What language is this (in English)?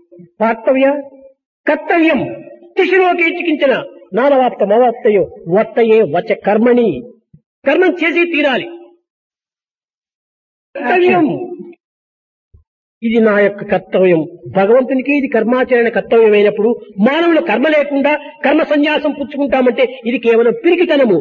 Telugu